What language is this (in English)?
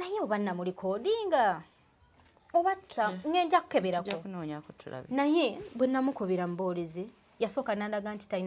Ganda